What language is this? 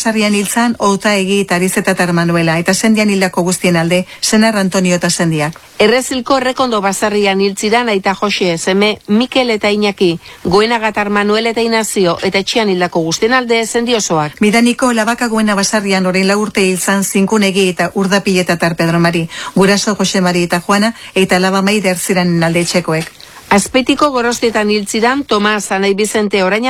Basque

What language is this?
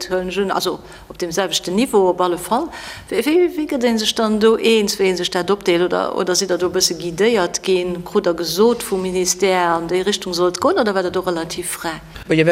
Luxembourgish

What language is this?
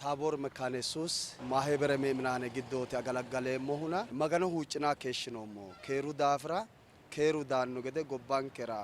Sidamo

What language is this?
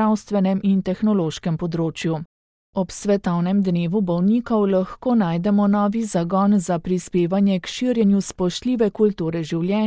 Slovenian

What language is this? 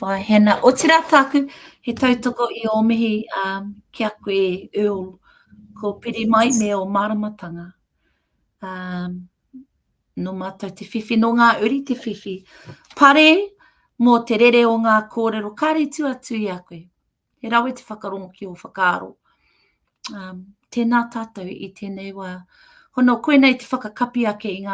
Māori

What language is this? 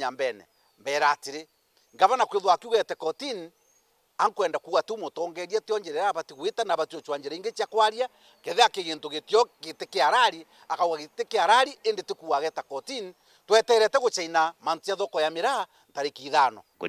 Meru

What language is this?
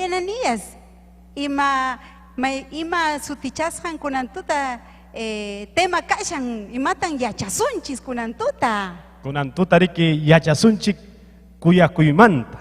Ayacucho Quechua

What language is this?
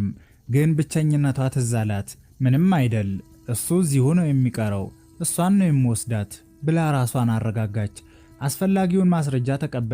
Amharic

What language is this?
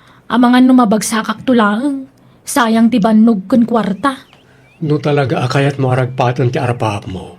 Iloko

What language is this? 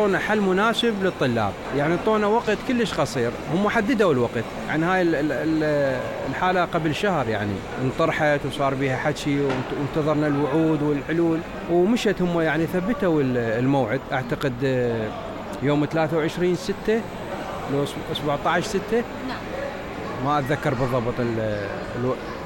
Mesopotamian Arabic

